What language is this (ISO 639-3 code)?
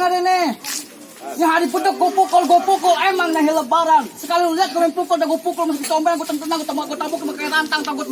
bew